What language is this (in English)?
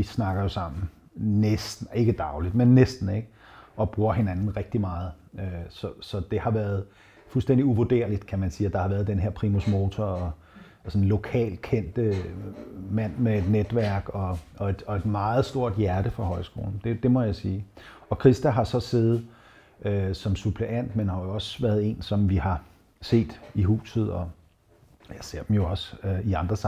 Danish